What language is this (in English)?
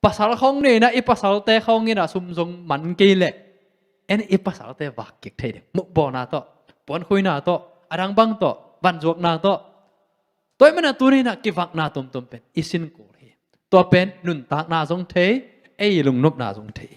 Tedim Chin